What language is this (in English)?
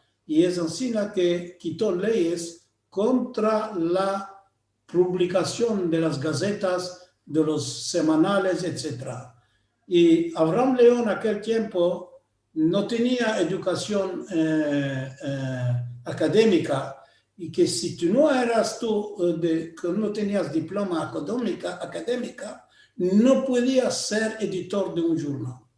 Ladino